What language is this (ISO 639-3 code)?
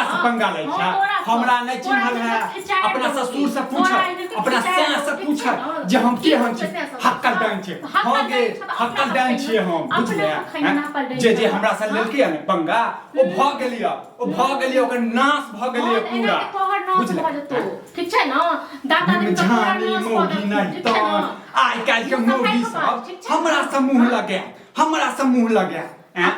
mai